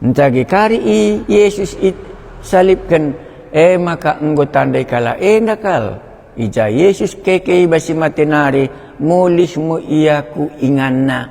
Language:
Batak Karo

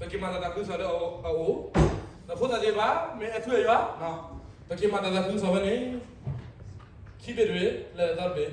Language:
S'gaw Karen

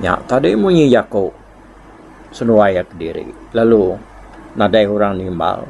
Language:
Iban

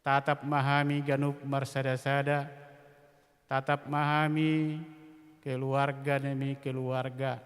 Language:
Batak Toba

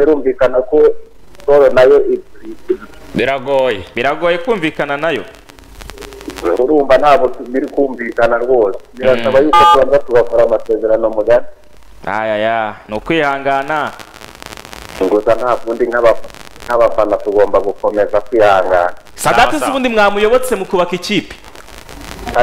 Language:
Kinyarwanda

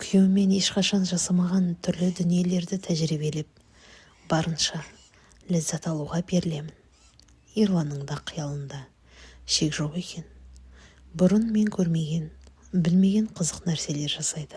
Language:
Kazakh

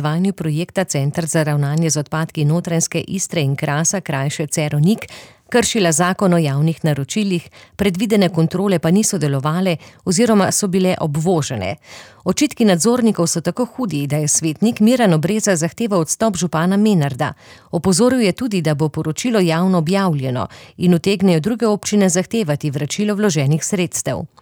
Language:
Slovenian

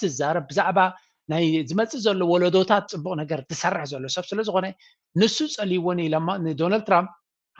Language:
Tigrinya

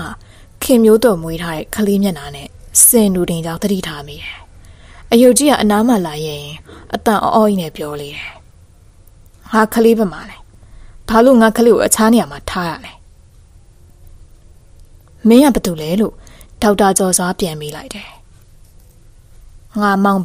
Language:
Burmese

